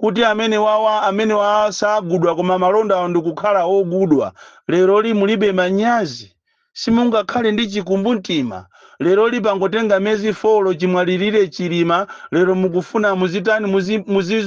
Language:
Nyanja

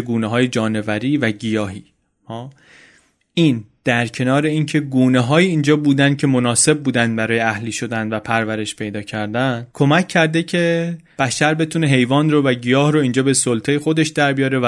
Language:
Persian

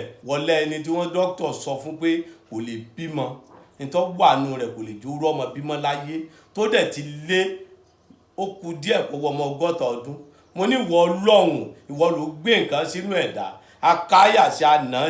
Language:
Yoruba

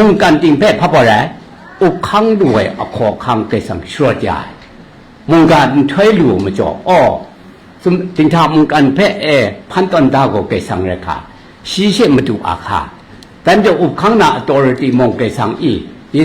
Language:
Kachin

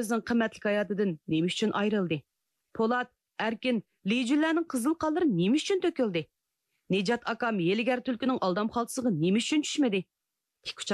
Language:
Uyghur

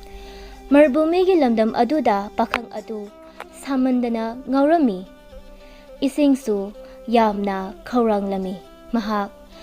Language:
Manipuri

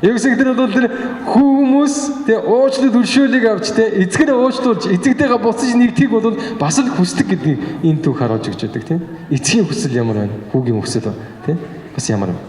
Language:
Mongolian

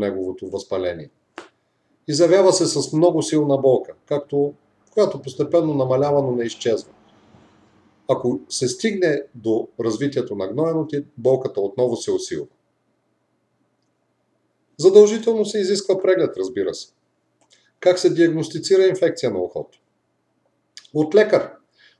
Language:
Bulgarian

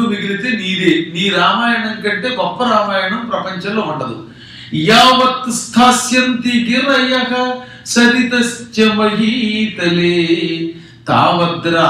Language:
Telugu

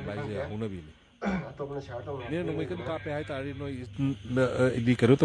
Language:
Manipuri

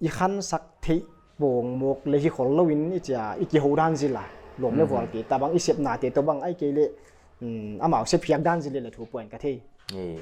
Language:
Paite Chin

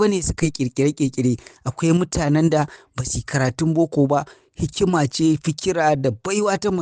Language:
Hausa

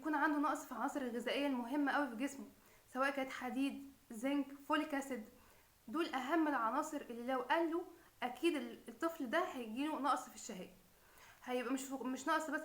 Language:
Egyptian Arabic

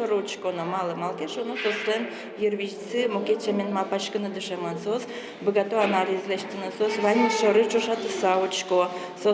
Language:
Udmurt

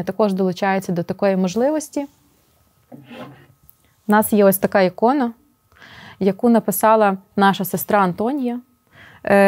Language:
Ukrainian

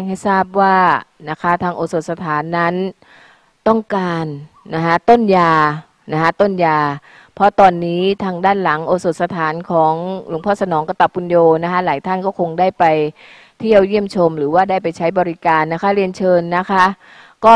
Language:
Thai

